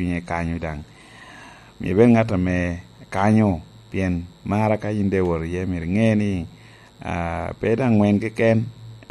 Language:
Lango (Uganda)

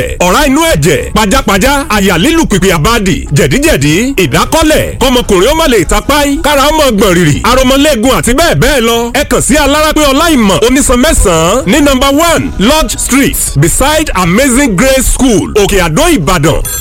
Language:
Yoruba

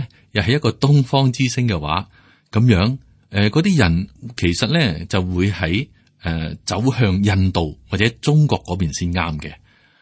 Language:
Cantonese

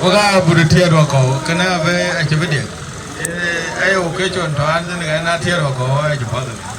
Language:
Dinka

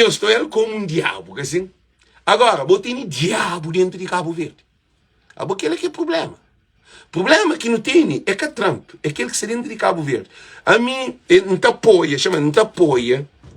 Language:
Kabuverdianu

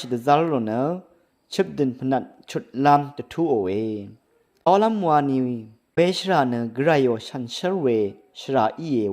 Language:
Rawang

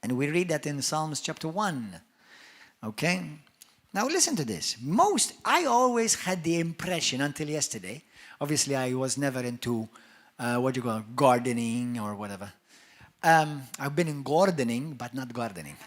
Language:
English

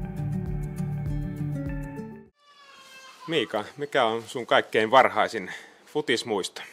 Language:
Finnish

